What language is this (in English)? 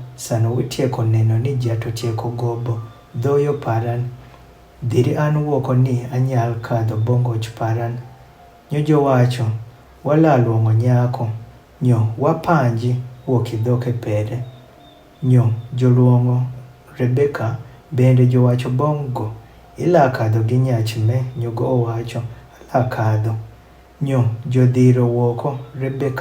Adhola